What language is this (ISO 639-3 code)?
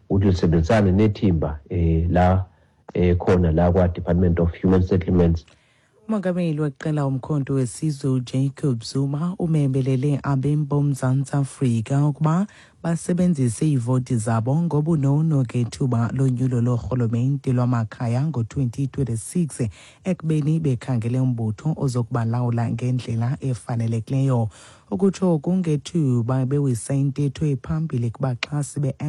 xho